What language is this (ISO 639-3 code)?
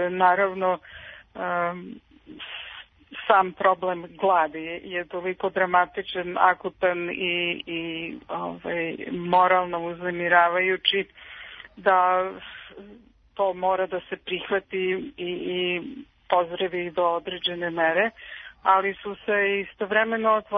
srp